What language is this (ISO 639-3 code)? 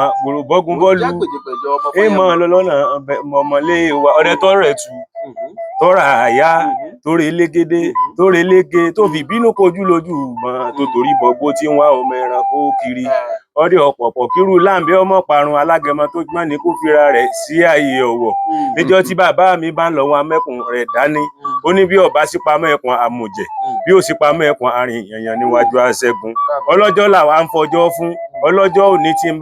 yor